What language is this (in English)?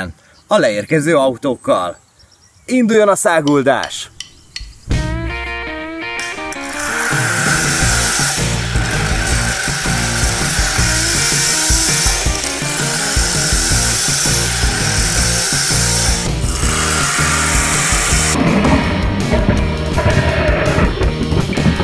Hungarian